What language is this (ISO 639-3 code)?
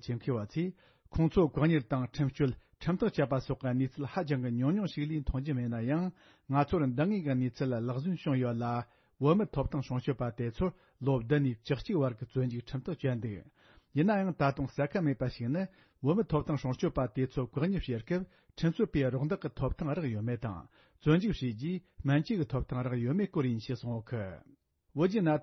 bod